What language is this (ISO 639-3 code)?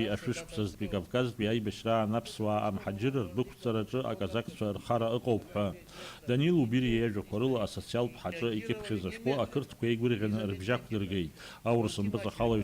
abk